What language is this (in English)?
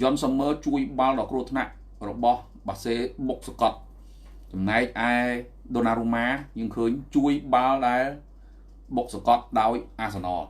Khmer